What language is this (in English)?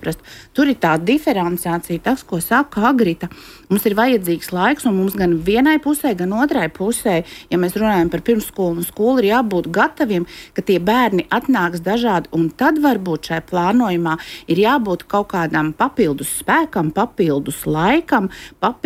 Latvian